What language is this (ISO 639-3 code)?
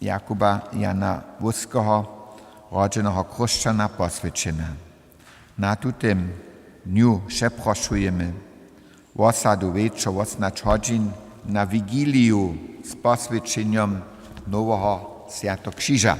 hsb